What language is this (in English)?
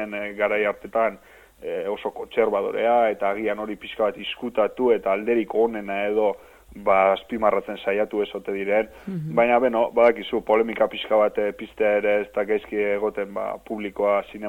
Basque